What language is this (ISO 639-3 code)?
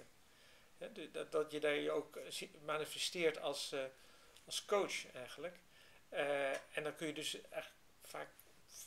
nld